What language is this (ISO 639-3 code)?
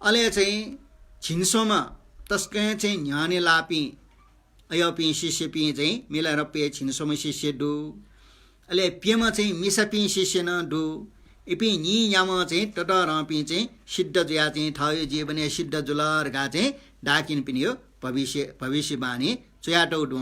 new